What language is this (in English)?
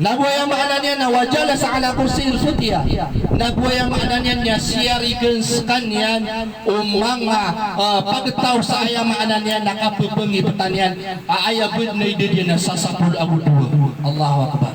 Maranao